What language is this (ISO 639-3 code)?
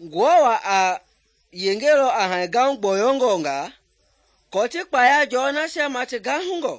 men